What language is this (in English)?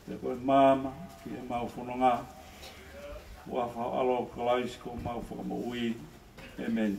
Tongan